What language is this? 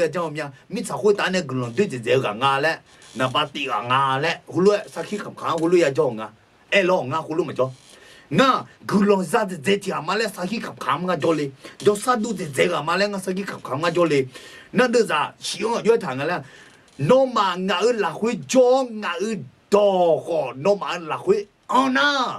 Akha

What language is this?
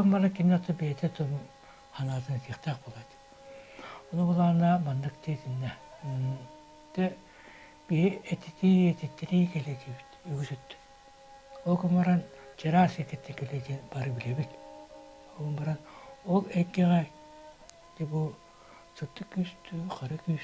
Yakut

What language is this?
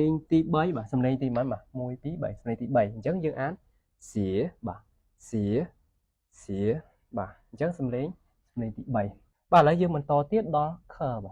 Khmer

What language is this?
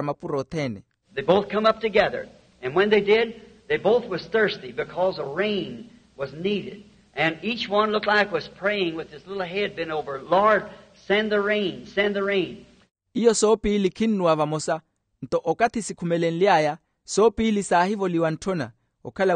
Makhuwa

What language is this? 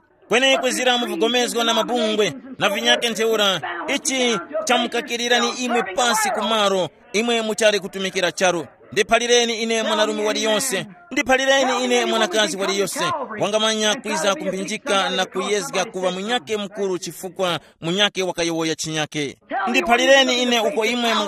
Tumbuka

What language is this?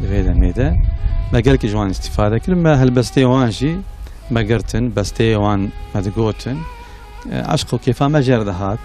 Kurdish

